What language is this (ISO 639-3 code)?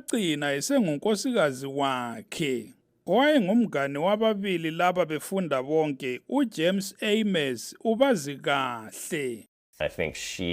nde